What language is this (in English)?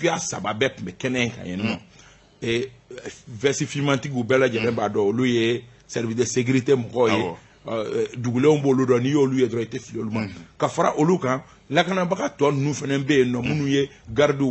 Bambara